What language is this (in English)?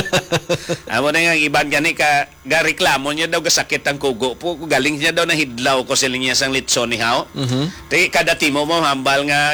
Hiligaynon